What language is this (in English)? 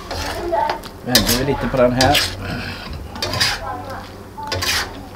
Swedish